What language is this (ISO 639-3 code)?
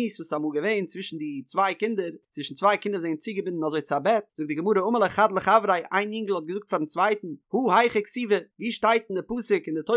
yid